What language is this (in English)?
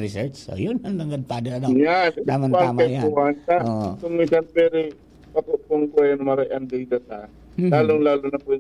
Bikol